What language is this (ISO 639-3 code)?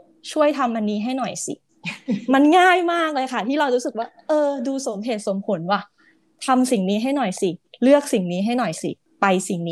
tha